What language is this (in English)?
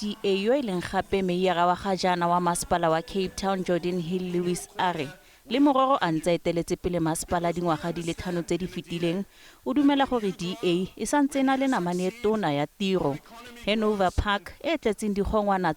Tswana